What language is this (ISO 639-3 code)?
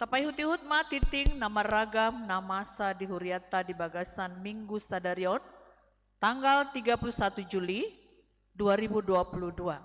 bbc